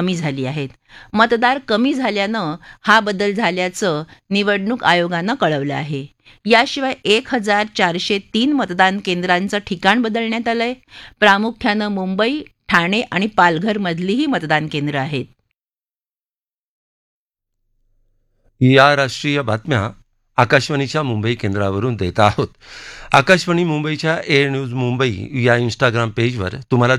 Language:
Marathi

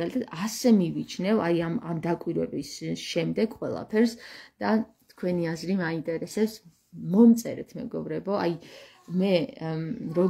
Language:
Georgian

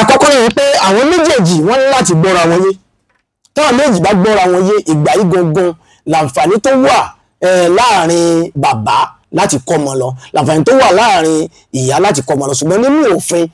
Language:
Yoruba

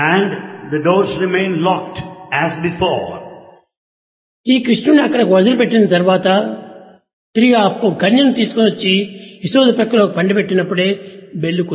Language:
Telugu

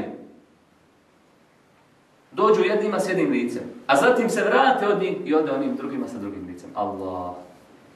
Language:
Bosnian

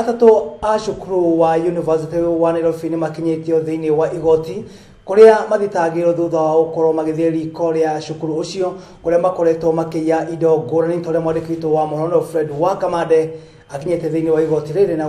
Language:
Kikuyu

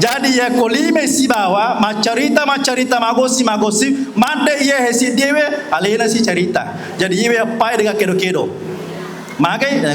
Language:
Buginese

